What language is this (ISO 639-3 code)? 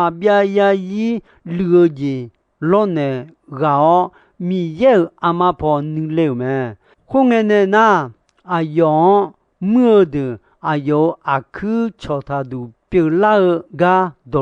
ahk